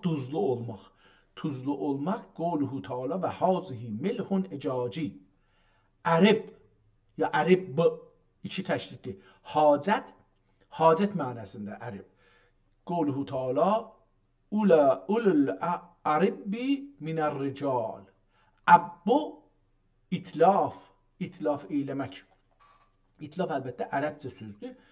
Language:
South Azerbaijani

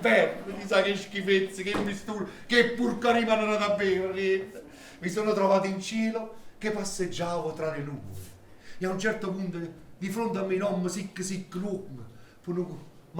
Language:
Neapolitan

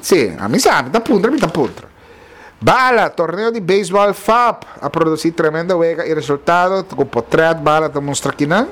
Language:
Papiamento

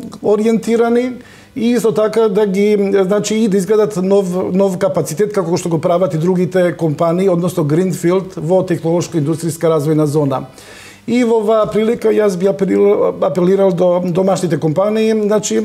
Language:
Macedonian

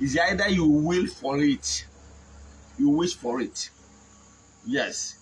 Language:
Igbo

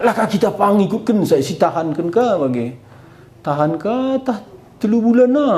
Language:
Batak Karo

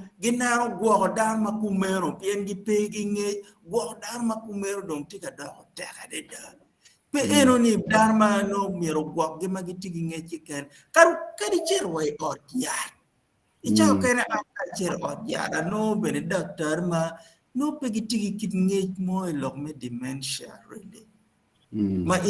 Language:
Acoli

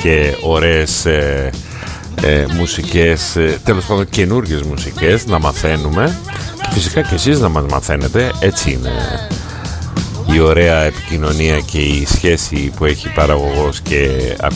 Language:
Greek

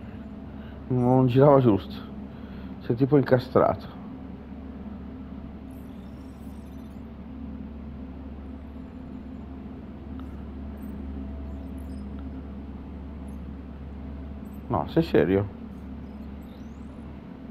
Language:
Italian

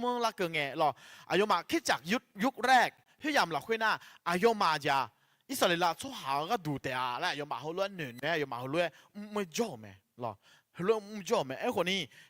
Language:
Akha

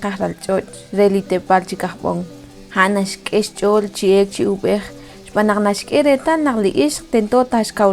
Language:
Kekchí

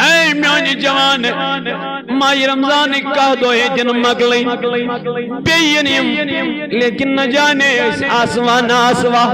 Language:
Kashmiri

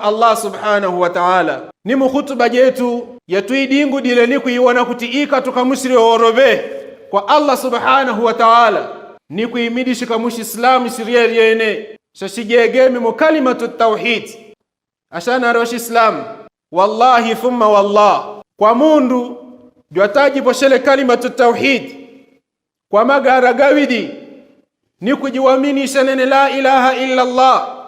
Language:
Yao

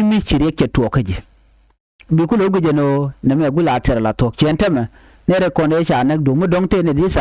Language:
Nuer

